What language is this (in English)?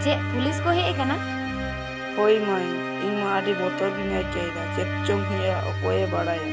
Santali